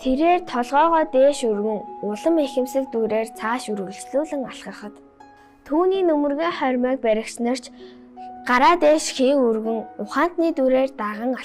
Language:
Mongolian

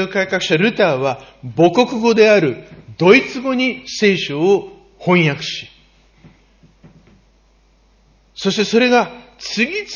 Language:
Japanese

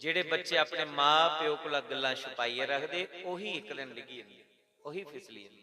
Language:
Dogri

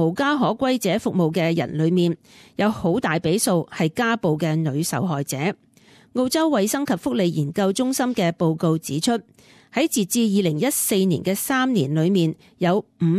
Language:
Cantonese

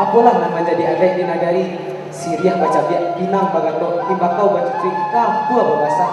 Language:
Minangkabau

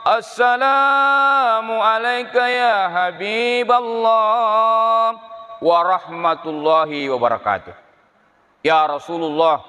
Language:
Buginese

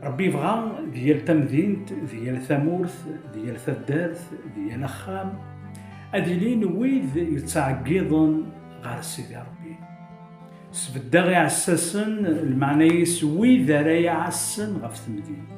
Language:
Kabyle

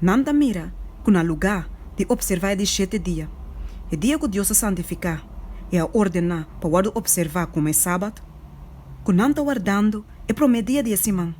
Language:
Papiamento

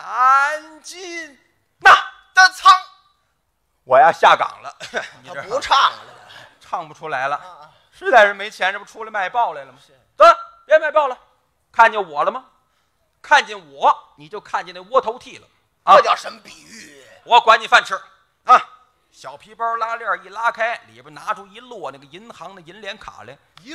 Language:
Chinese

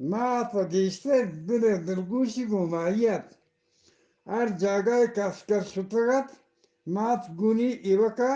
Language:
Eastern Balochi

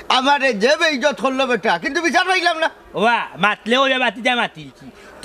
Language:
Sylheti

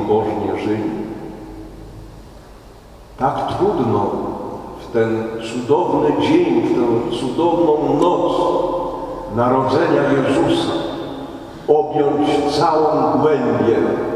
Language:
Polish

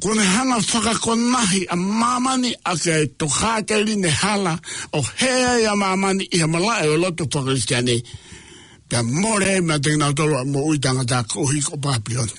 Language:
Tongan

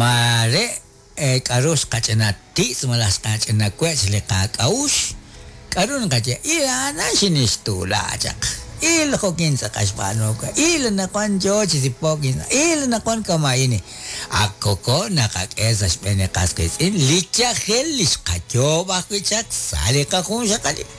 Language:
Kekchí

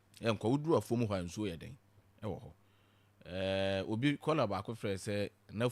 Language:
Akan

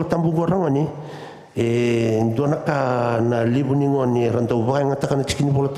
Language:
Fijian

